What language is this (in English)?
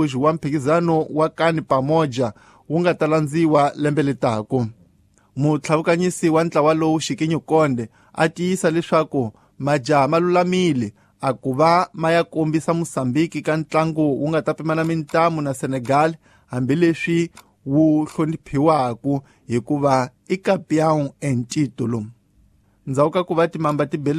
Tsonga